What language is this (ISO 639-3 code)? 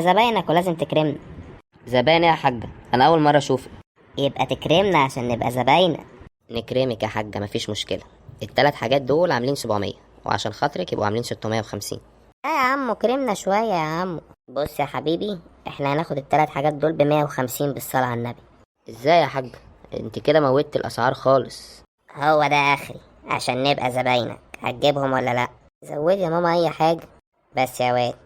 arz